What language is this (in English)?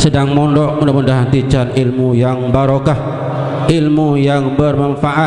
Sasak